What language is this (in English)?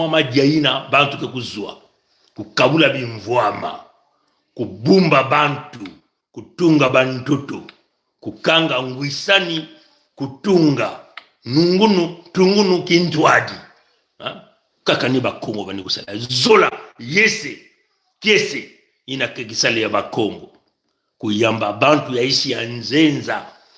Kituba (Congo)